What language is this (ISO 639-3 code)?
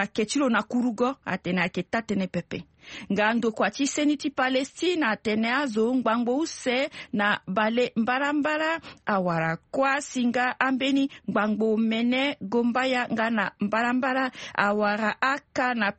sag